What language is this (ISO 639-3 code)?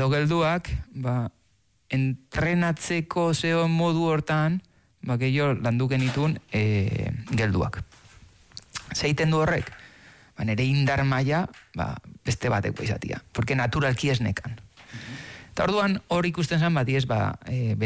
eus